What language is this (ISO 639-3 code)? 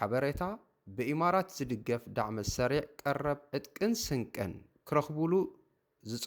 tir